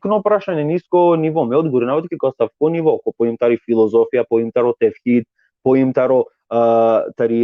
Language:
Balkan Romani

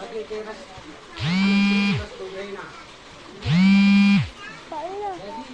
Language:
Batak Karo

